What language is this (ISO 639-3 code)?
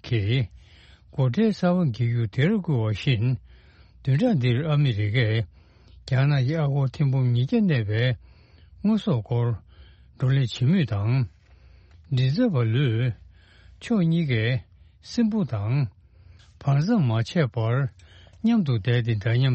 bod